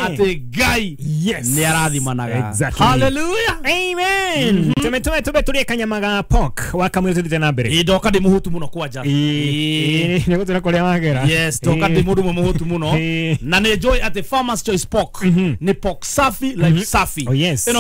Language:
Kikuyu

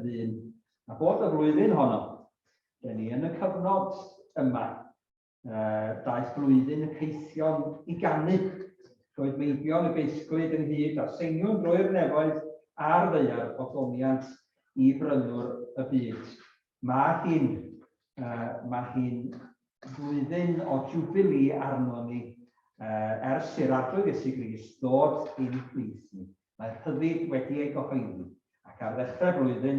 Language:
Welsh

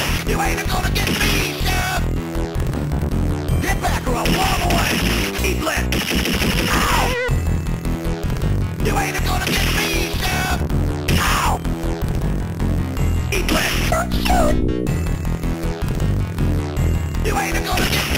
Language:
English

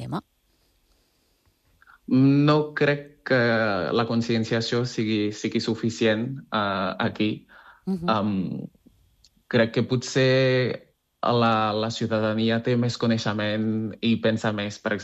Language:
Catalan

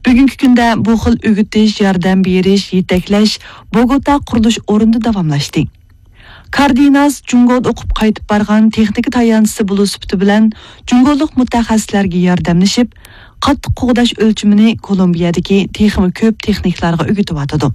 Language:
Uyghur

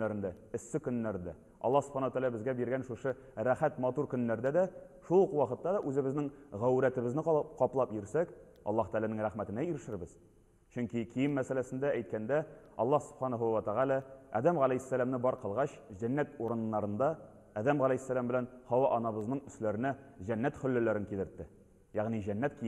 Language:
Tatar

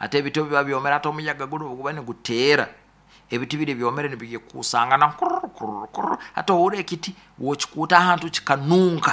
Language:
Nyoro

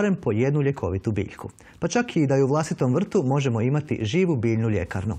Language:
Croatian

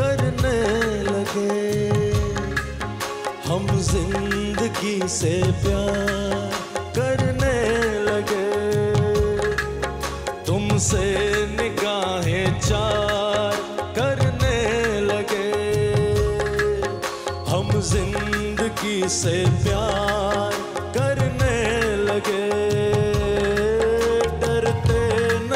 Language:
Hindi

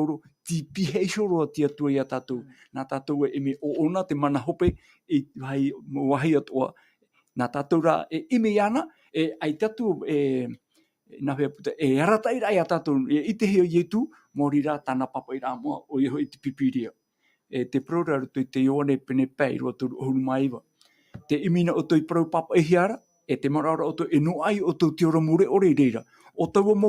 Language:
Tahitian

